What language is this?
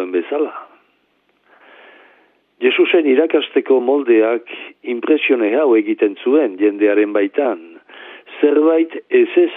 Basque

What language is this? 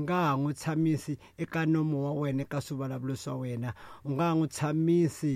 Tsonga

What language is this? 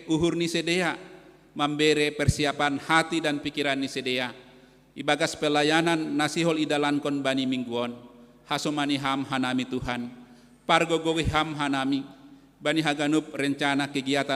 Batak Simalungun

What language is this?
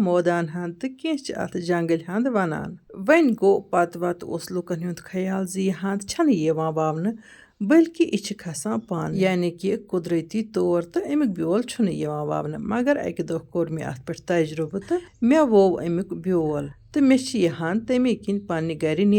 Kashmiri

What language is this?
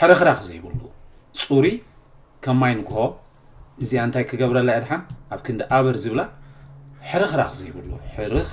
Tigrinya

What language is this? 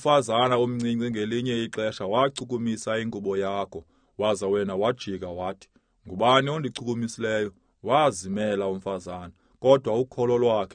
Xhosa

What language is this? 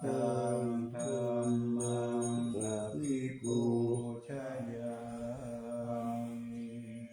Pali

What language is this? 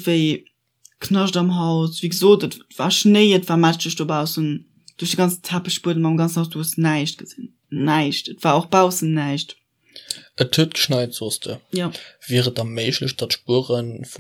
Luxembourgish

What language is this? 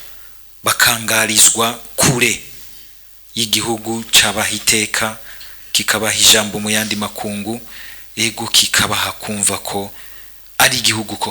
Rundi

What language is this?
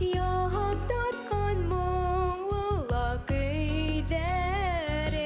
Bashkir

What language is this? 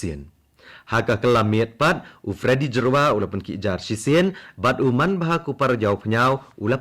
Khasi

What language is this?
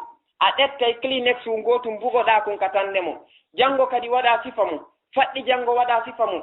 Fula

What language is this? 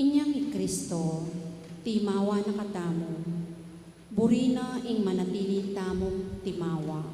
Pampanga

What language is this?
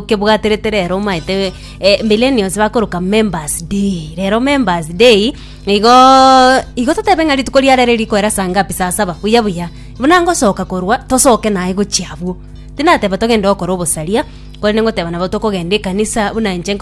Gusii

